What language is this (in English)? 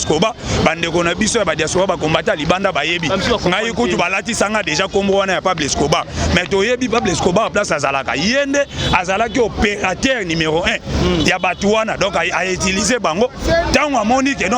Lingala